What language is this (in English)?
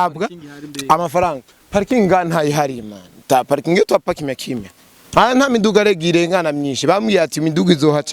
Rundi